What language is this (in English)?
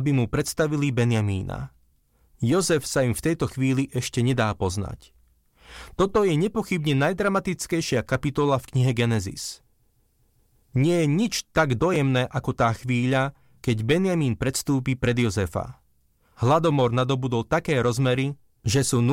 Slovak